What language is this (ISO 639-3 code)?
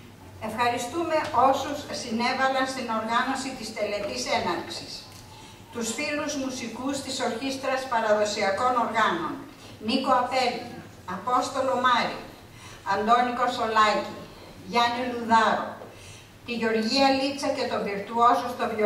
ell